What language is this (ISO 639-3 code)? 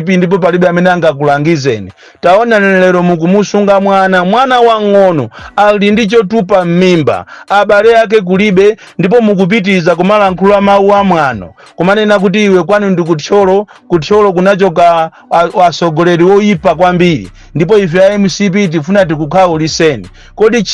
nya